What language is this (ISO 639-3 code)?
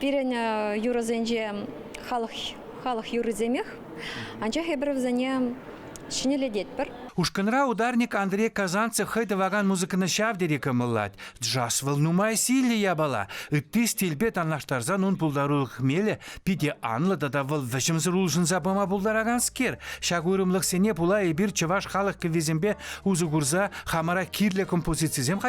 chv